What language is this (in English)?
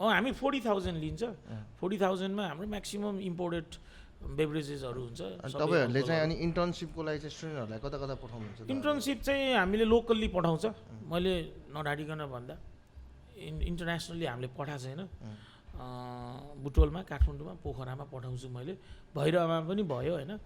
Nepali